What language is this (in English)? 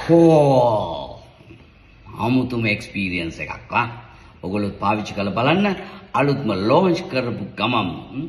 Sinhala